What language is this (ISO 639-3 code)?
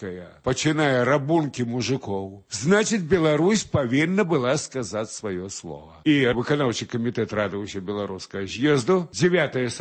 bel